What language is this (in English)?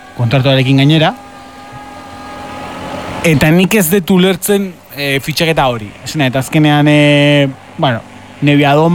Basque